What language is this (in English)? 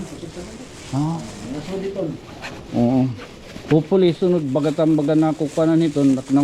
Waray